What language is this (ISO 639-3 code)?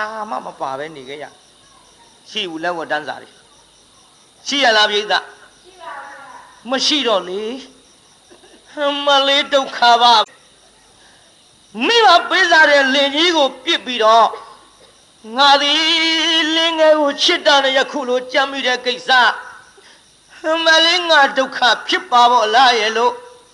mya